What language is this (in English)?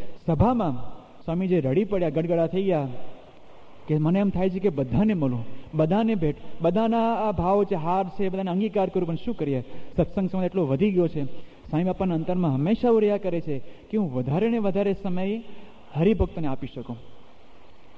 Gujarati